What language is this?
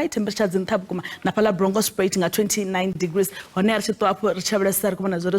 Venda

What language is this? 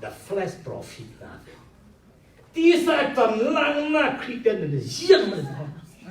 Falam Chin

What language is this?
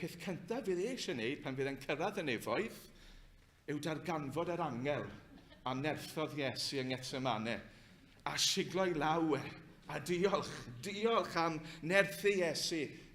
Welsh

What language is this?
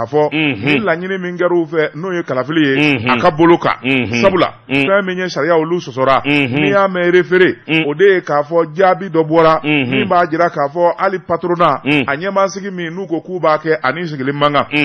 Bambara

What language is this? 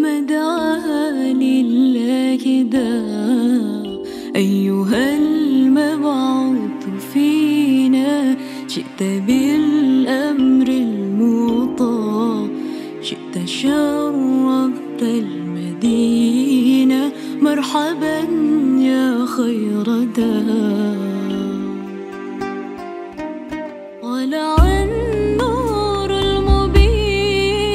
Arabic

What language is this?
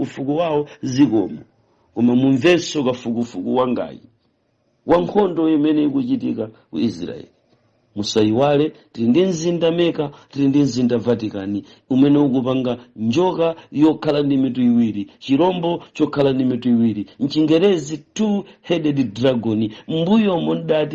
Nyanja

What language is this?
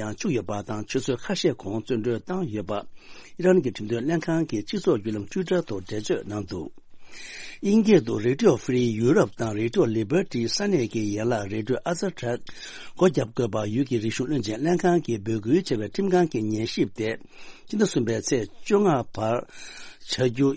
Tibetan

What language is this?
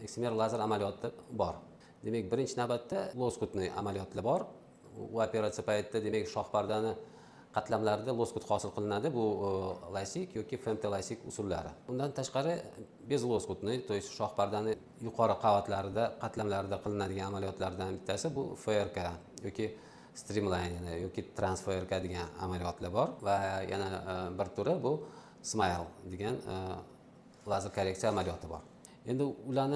Uzbek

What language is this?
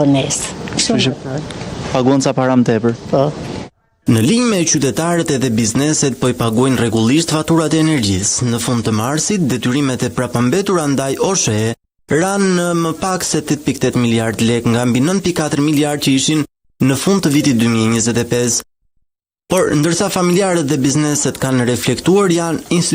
Albanian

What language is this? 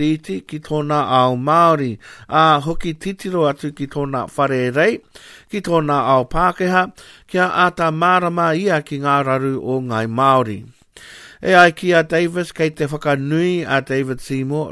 Māori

